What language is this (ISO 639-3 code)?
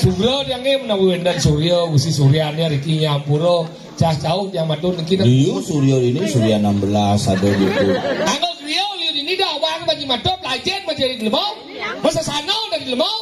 ban